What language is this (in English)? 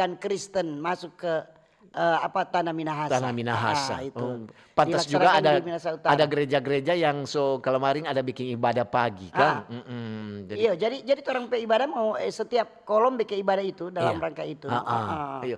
Manado Malay